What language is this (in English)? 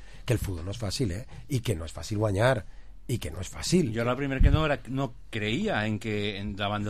Catalan